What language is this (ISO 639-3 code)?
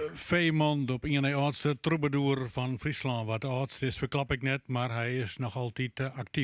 fry